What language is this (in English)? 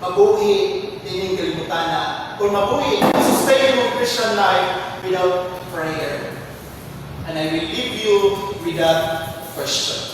Cebuano